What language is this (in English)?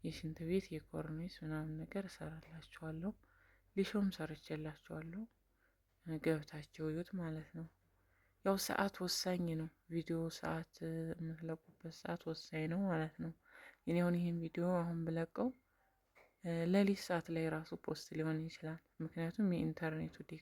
Amharic